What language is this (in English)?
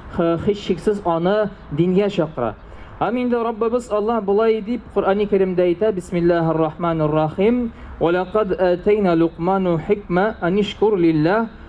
Tatar